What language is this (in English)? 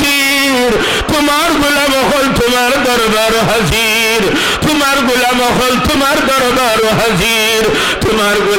Sylheti